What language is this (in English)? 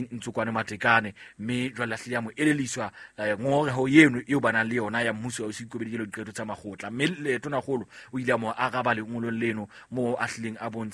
Southern Sotho